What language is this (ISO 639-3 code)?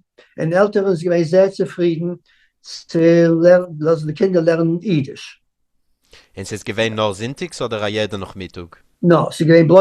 yid